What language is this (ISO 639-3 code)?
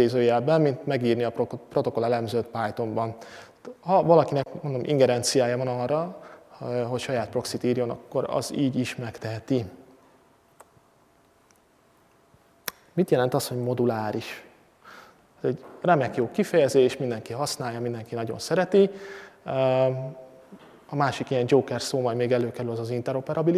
hun